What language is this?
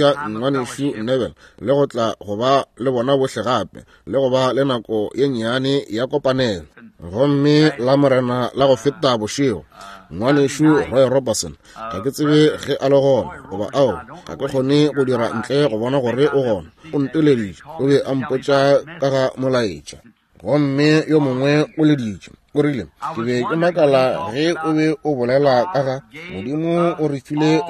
Northern Sotho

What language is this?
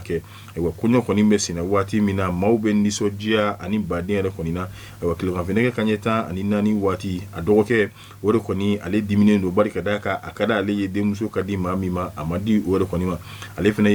Bambara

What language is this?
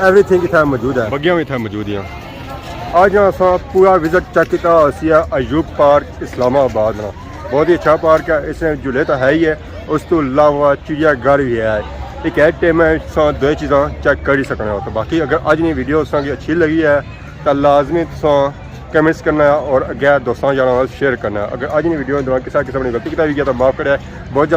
Pahari-Potwari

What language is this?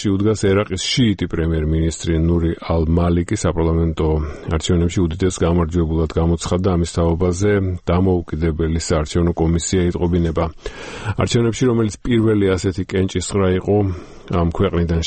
Georgian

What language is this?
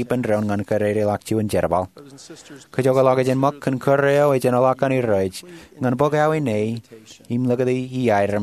Marshallese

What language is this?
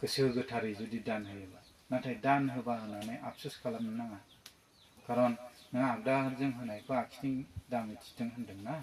Bodo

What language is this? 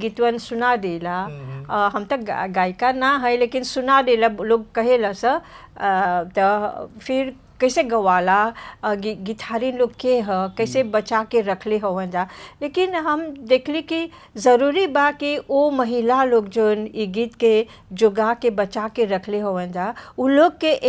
Bhojpuri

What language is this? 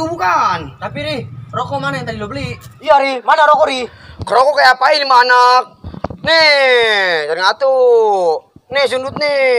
Betawi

